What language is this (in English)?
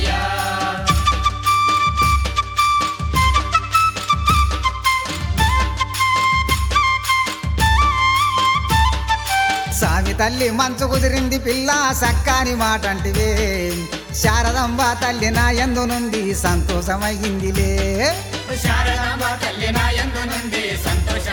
Telugu